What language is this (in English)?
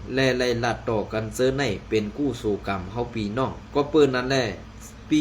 Shan